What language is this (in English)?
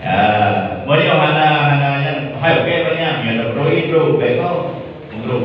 Achinese